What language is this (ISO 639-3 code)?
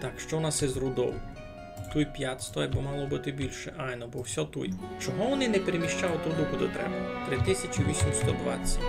rue